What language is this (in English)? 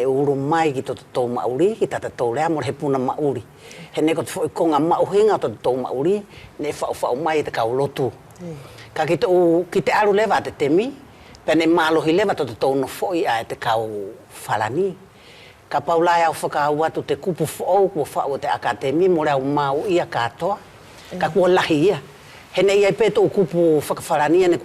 Wallisian